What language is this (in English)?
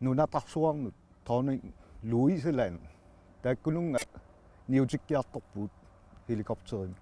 Kalaallisut